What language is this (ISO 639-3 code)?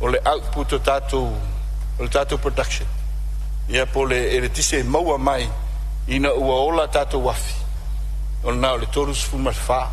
smo